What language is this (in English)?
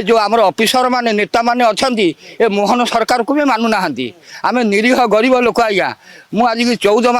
Odia